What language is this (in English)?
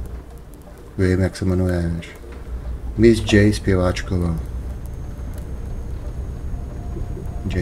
Czech